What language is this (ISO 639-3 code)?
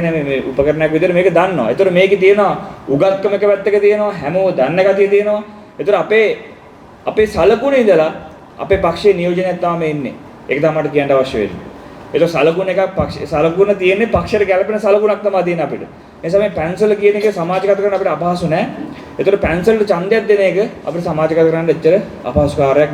sin